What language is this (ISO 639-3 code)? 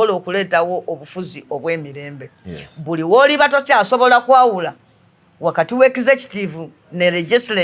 lug